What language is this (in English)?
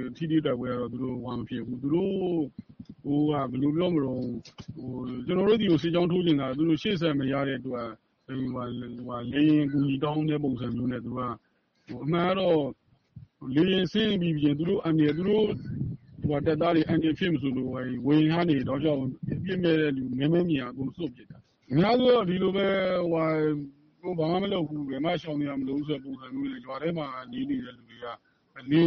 Burmese